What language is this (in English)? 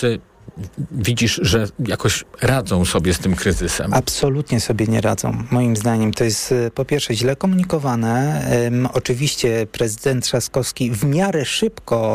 Polish